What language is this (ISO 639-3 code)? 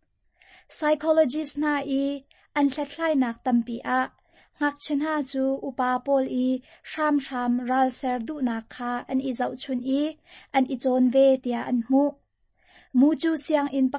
cnh